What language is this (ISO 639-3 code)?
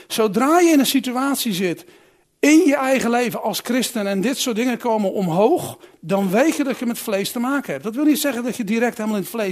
nld